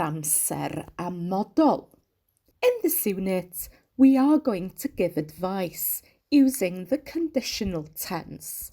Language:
Welsh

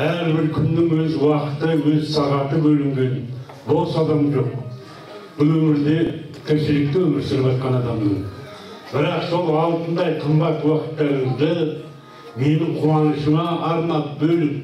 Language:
Kazakh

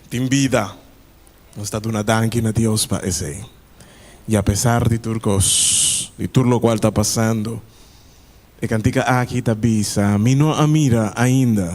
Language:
Papiamento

